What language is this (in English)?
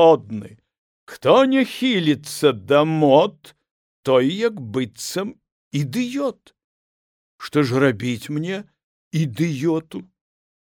Belarusian